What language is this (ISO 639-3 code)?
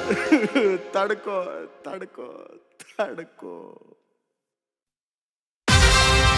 kan